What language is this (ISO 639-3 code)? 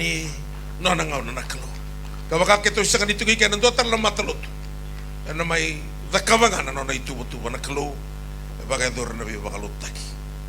fij